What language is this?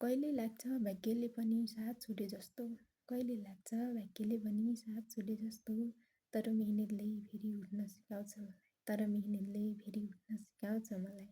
Nepali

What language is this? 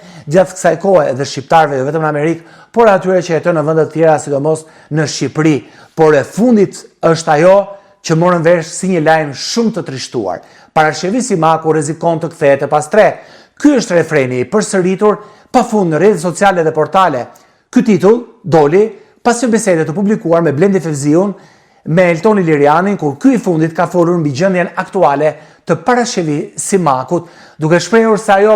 Albanian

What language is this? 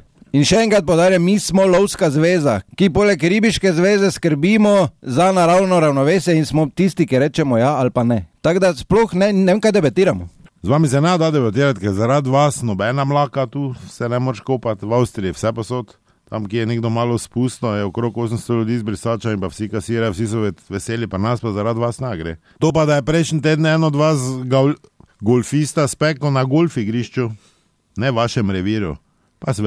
Slovenian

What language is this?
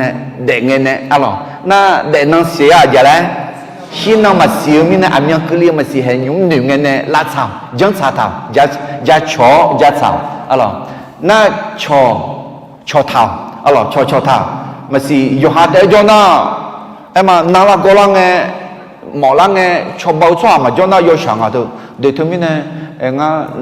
Akha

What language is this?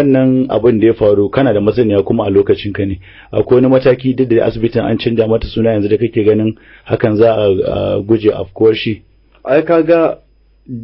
Hausa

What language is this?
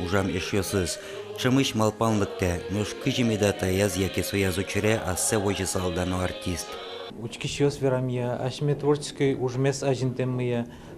Udmurt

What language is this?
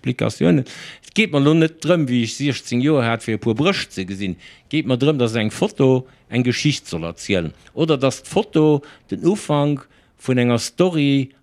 Luxembourgish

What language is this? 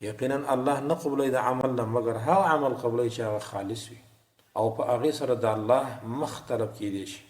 Pashto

